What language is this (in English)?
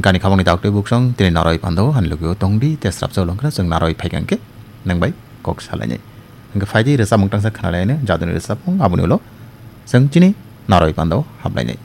Kok Borok